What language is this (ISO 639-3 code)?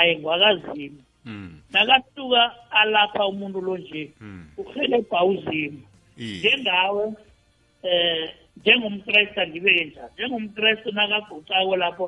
nbl